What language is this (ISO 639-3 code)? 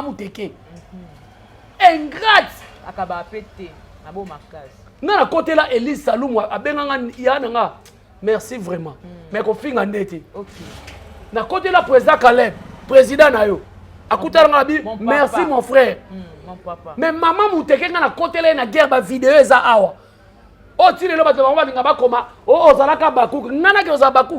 lin